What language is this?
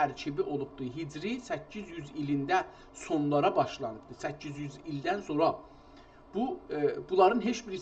South Azerbaijani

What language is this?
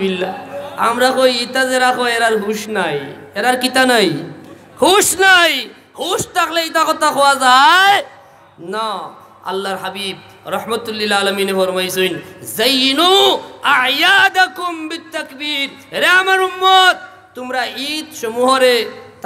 Sylheti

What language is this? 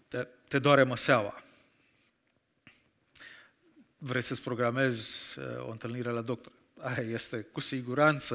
Romanian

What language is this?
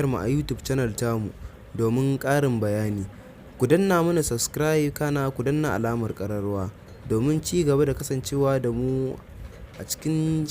Hausa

